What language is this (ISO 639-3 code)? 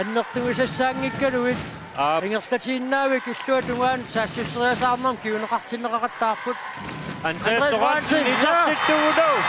kal